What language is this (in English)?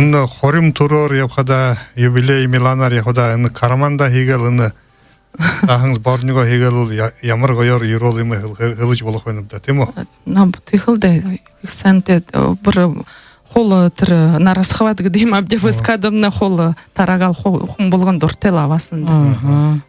Buriat